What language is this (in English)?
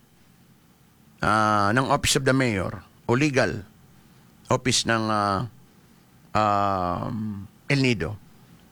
Filipino